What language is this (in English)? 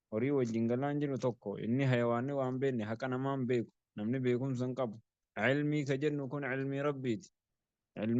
Oromo